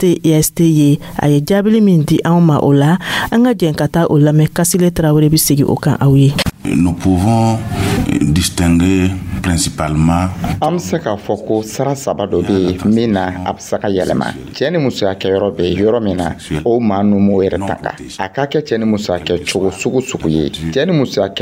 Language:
Dyula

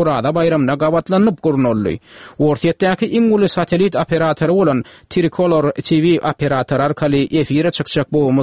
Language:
Turkmen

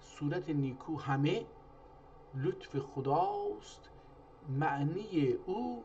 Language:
South Azerbaijani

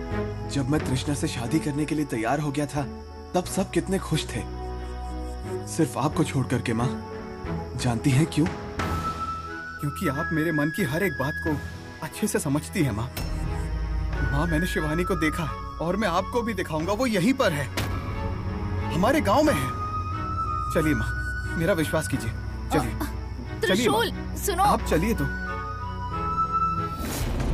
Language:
Hindi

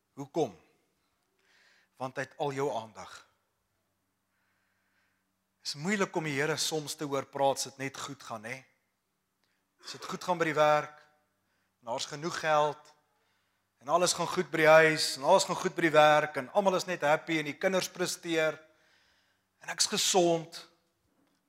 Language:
Afrikaans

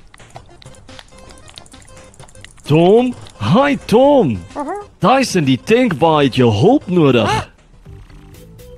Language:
Afrikaans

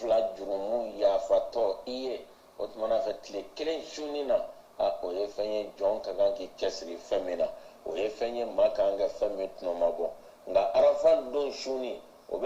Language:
Bambara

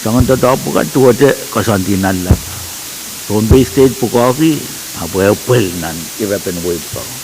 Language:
Pohnpeian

